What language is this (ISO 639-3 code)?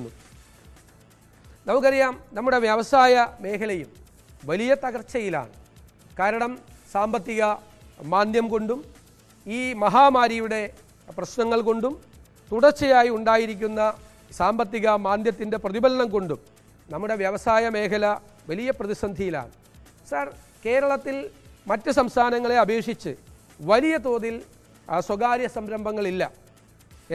mal